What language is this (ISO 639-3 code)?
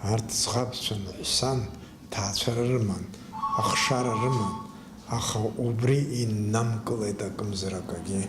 abk